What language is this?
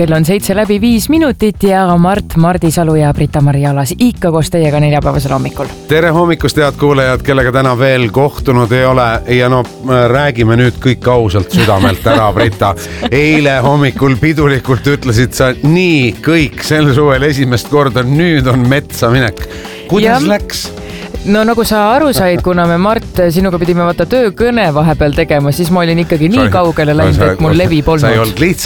Estonian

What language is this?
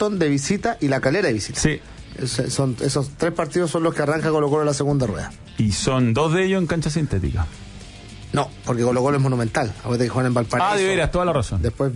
Spanish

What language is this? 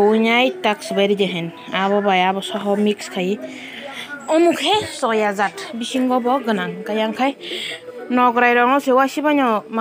Kok Borok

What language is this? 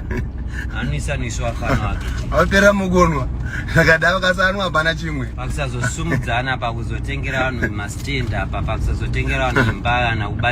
Shona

